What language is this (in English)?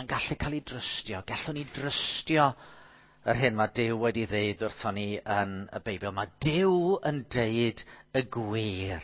Welsh